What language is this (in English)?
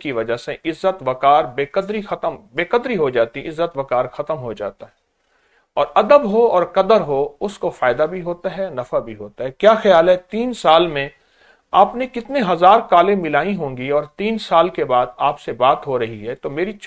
Urdu